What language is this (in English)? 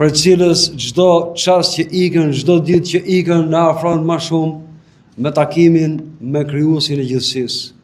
Albanian